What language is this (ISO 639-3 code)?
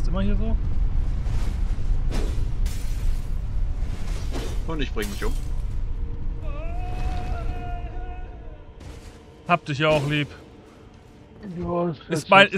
deu